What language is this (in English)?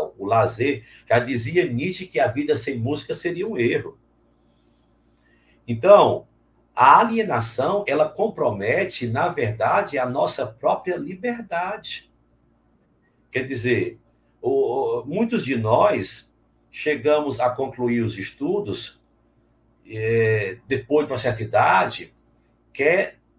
Portuguese